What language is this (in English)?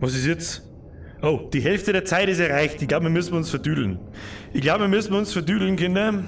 Bavarian